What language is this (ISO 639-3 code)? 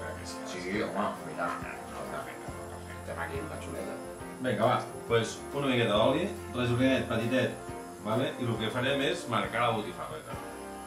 cat